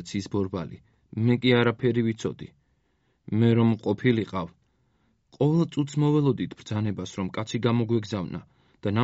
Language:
Georgian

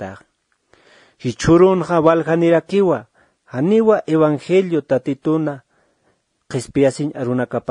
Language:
Aymara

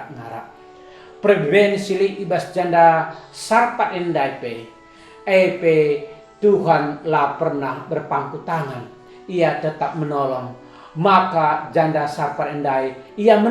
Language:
Batak Karo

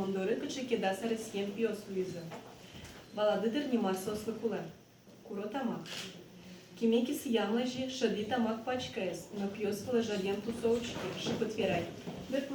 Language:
Udmurt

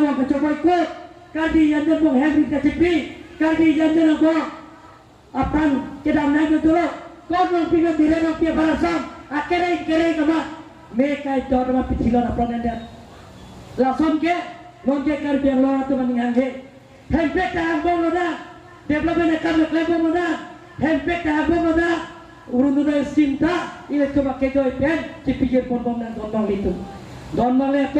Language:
Karbi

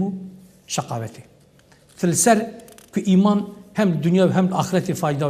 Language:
Kurdish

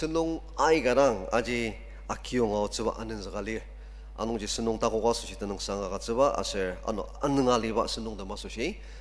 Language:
Ao Naga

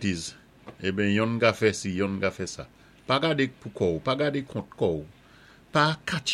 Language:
Saint Lucian Creole French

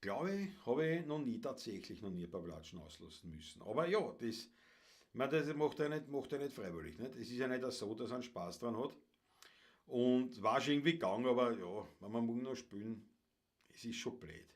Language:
Bavarian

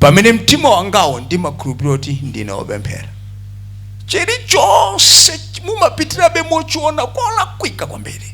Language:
Nyanja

